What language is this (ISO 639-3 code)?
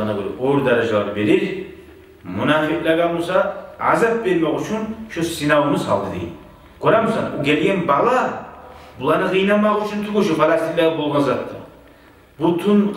kum